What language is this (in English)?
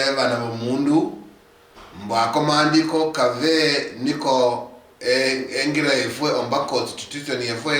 Luyia